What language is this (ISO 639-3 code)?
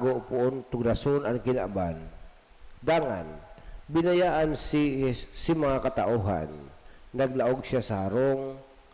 bik